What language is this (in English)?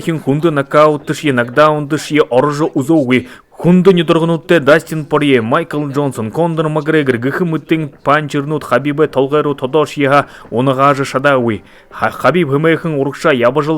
Buriat